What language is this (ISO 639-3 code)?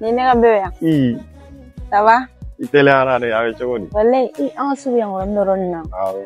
bam